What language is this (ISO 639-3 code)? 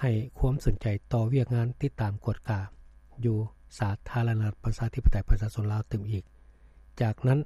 lao